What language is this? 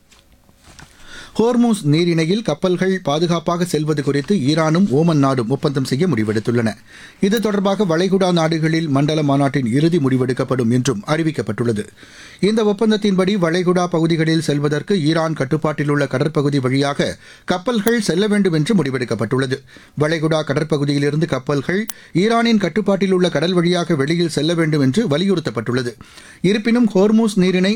Tamil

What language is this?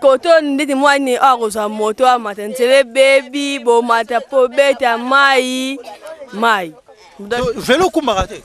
Lingala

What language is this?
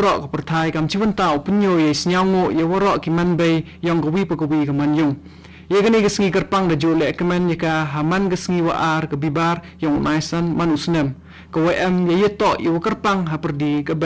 Khasi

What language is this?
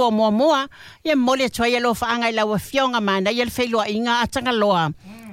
Samoan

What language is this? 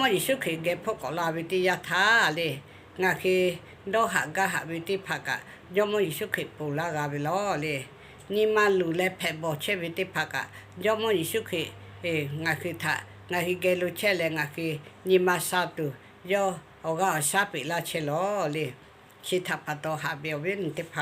Lahu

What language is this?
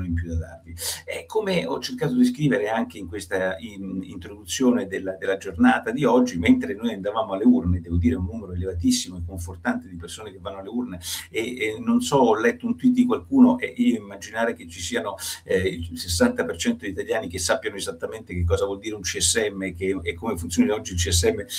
Italian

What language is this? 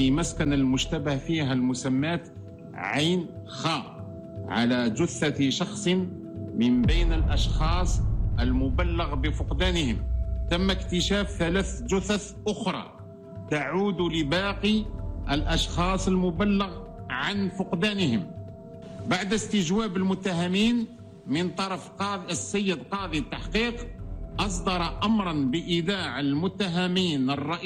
Tunisian Arabic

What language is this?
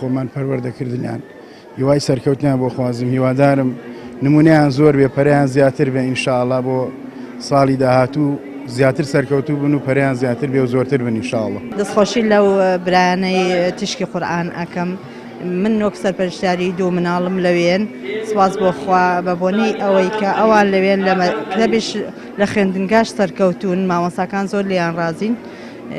Central Kurdish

